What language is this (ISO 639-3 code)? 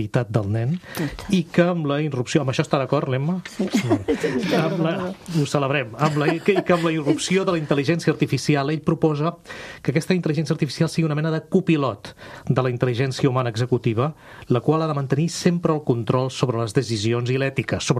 cat